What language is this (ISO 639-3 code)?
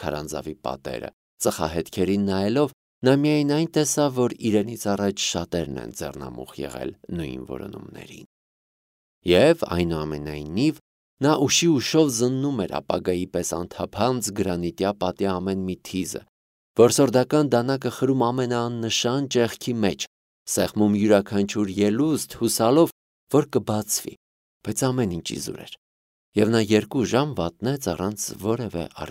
hye